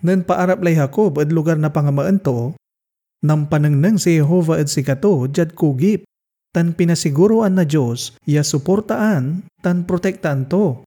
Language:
Pangasinan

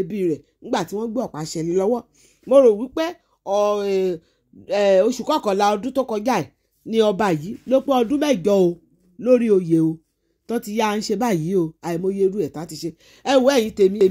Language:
Yoruba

